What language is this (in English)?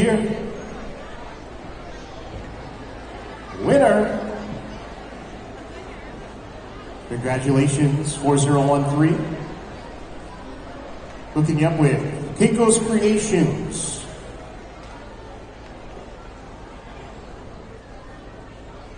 English